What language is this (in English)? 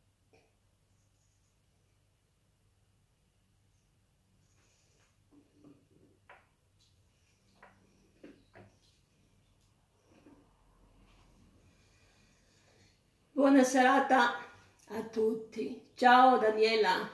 Italian